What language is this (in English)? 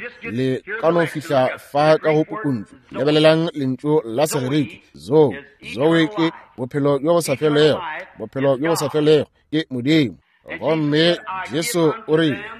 Northern Sotho